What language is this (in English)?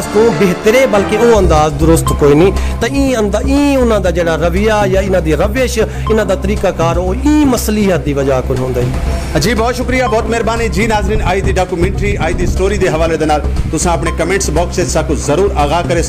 Saraiki